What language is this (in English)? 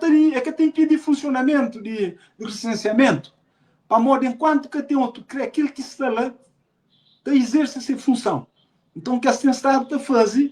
Kabuverdianu